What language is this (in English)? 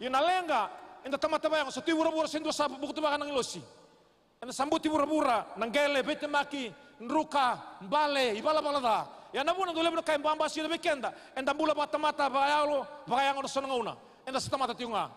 Fijian